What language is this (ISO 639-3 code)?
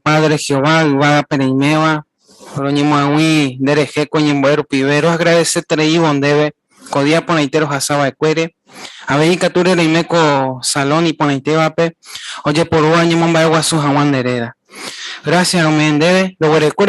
grn